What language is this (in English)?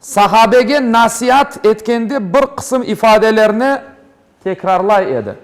Crimean Tatar